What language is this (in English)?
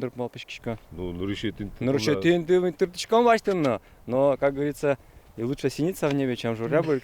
Udmurt